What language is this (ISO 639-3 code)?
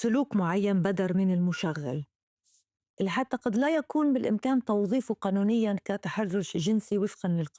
apc